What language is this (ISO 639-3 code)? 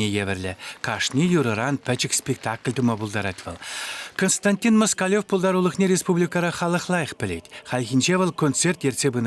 chv